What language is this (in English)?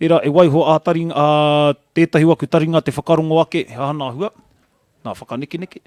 Māori